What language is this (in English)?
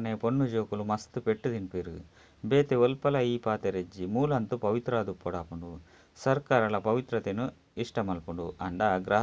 Tulu